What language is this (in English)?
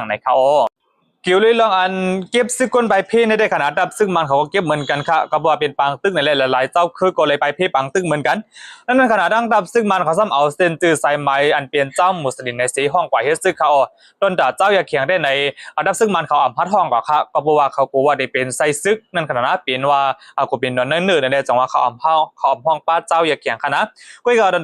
Shan